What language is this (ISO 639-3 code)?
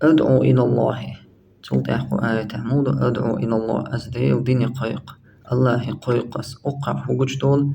che